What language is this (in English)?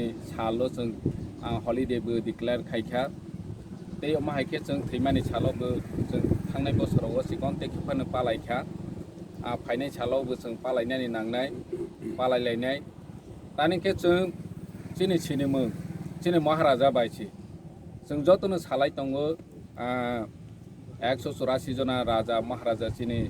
Kok Borok